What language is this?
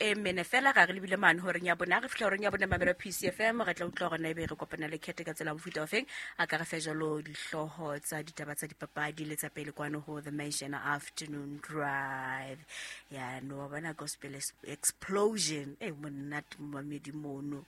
Southern Sotho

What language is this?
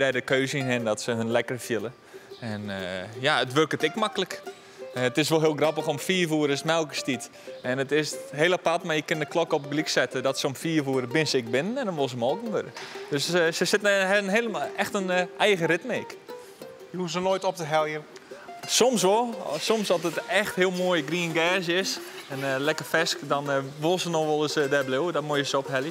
Western Frisian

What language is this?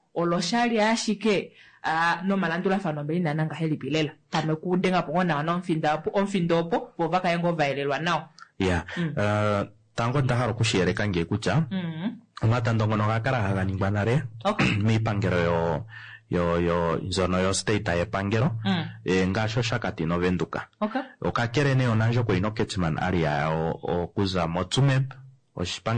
Kuanyama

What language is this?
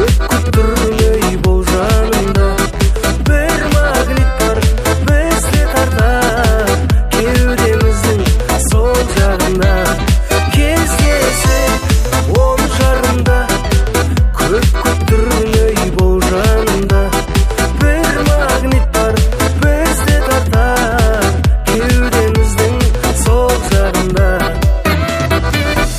Kazakh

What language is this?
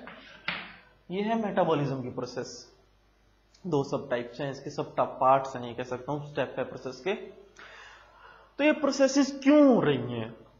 Hindi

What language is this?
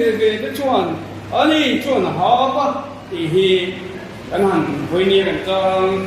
Mizo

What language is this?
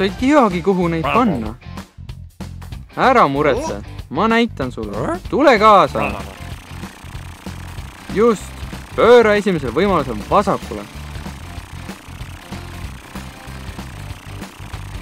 Estonian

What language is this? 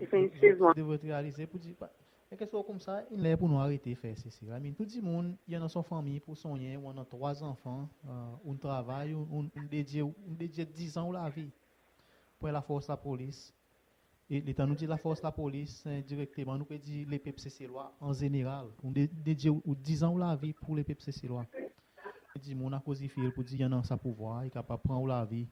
Seselwa Creole French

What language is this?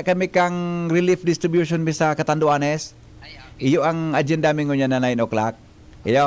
Bikol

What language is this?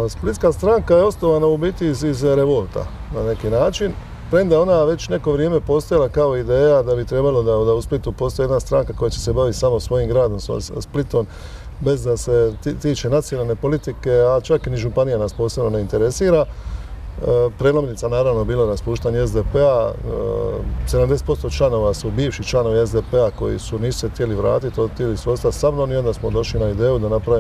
Croatian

